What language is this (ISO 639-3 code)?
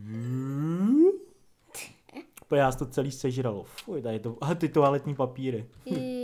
ces